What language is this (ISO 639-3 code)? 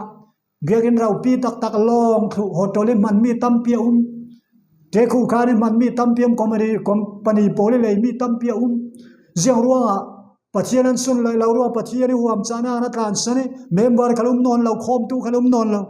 cfm